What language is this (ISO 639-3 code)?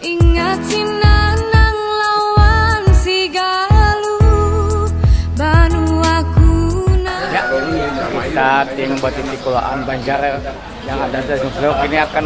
bjn